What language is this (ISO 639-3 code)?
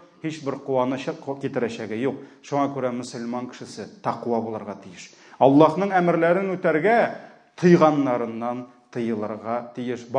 tat